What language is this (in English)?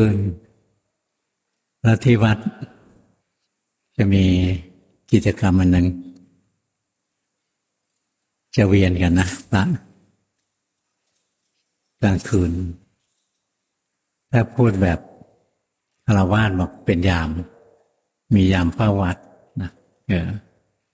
Thai